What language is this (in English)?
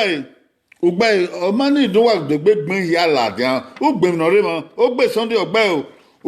Bini